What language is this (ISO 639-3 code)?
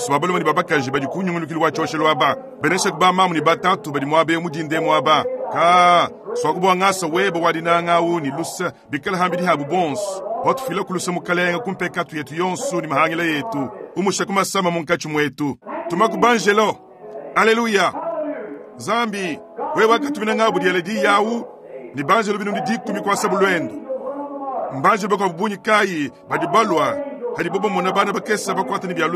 lua